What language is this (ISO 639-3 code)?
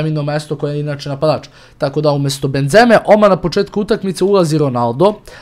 hrv